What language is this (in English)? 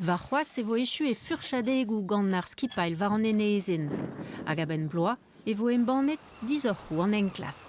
Breton